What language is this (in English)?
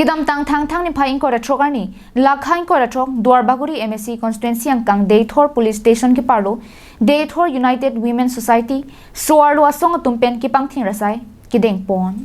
Karbi